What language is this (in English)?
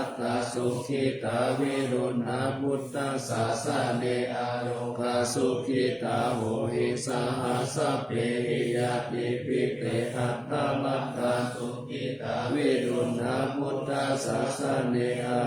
Pali